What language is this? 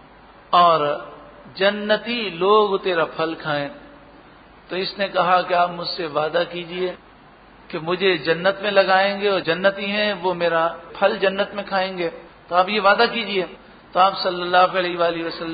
Urdu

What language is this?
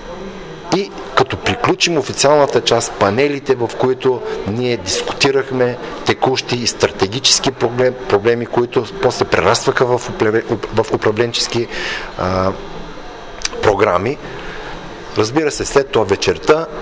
Bulgarian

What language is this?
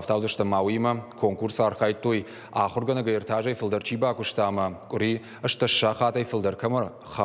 Ossetic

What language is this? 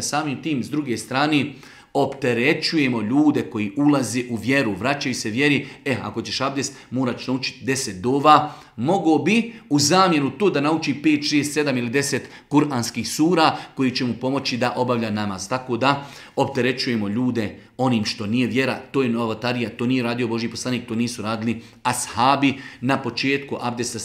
Bosnian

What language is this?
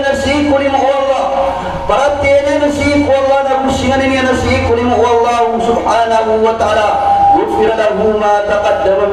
Maranao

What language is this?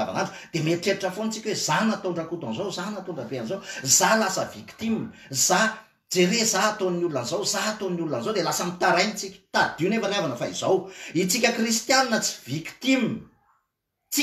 Malagasy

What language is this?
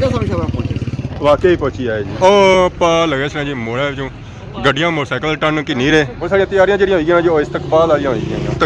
Pahari-Potwari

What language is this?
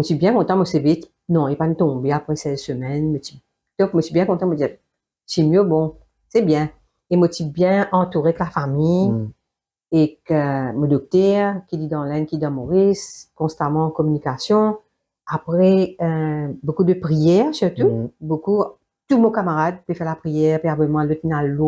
Morisyen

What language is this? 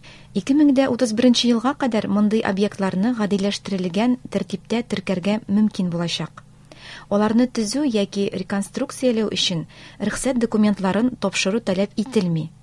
Tatar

